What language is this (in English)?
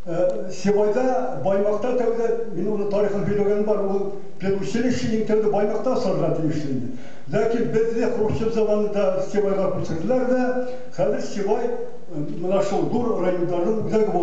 Bashkir